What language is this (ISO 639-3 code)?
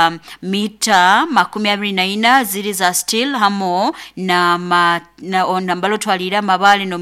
nyo